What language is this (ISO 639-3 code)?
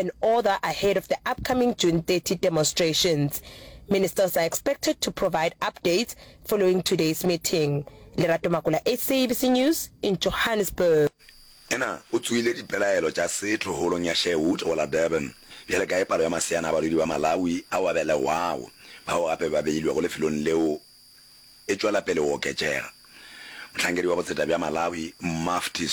nso